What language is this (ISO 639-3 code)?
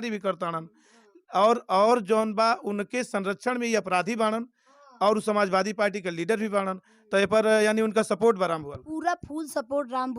bho